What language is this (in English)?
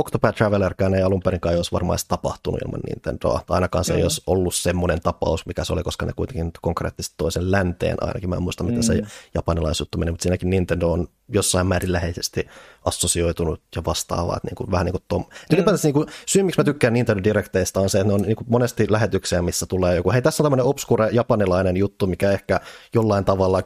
Finnish